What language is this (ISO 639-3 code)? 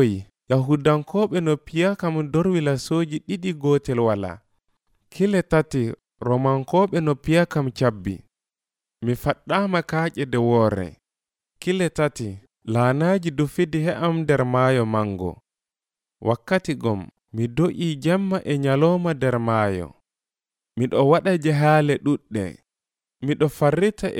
fuv